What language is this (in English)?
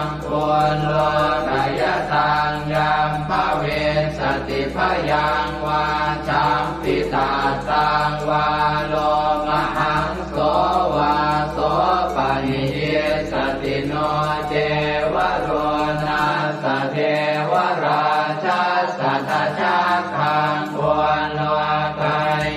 Pali